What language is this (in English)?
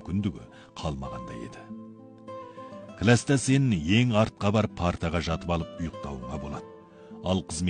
Kazakh